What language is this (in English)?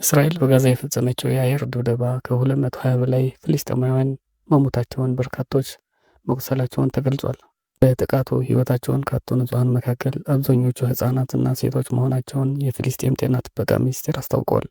Amharic